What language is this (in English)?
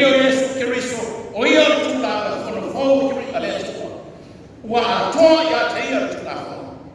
Samoan